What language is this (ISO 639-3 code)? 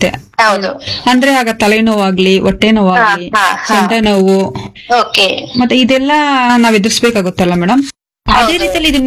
kan